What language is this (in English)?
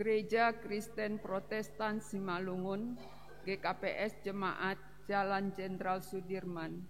Batak Simalungun